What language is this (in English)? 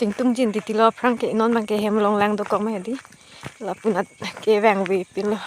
Karbi